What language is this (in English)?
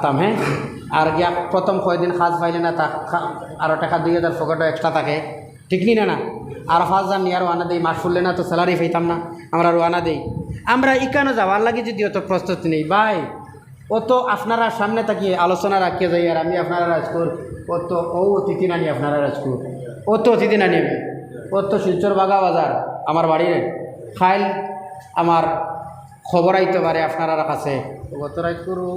Sylheti